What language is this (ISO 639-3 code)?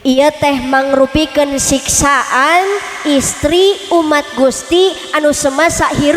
sun